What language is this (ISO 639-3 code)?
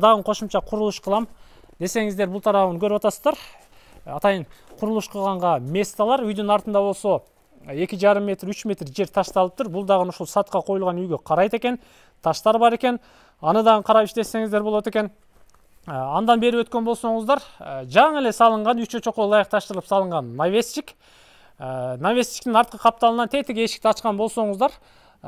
kir